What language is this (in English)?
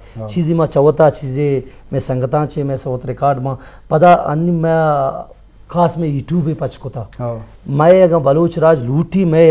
Eastern Balochi